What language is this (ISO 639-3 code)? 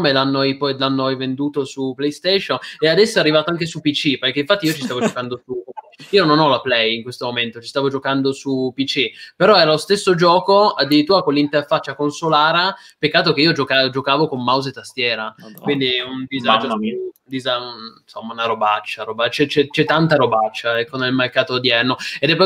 ita